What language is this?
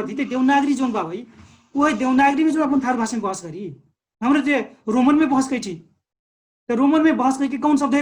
Dangaura Tharu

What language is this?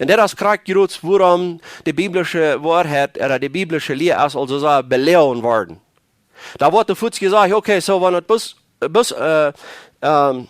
Plautdietsch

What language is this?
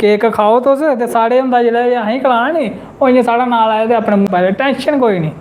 Dogri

